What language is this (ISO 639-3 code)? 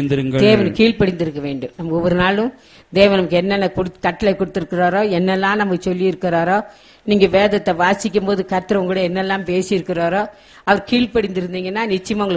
tam